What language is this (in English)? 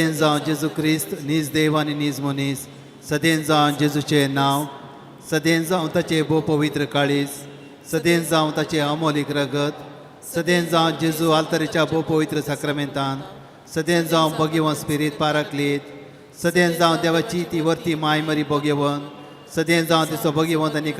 Konkani